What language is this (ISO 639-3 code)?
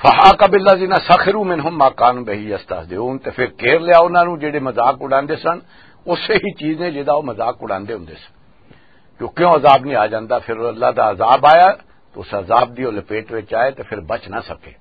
lah